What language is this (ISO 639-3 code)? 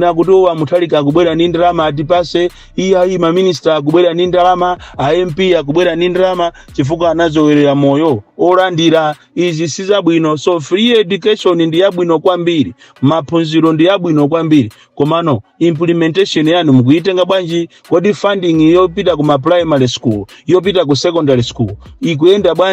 nya